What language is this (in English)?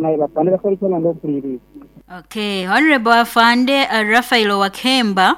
Nyoro